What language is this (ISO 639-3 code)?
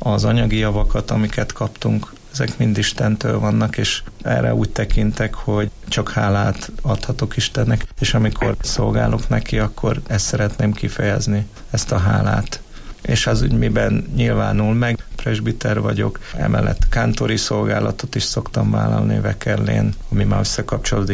hun